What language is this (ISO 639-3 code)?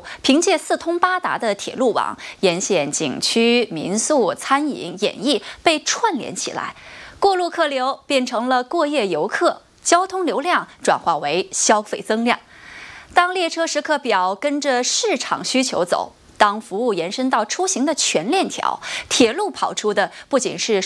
zho